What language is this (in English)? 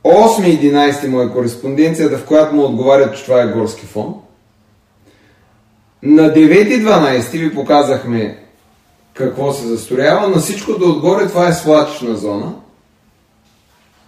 Bulgarian